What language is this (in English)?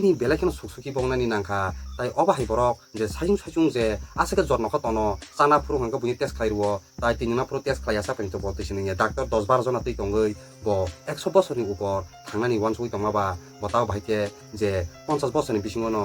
Kok Borok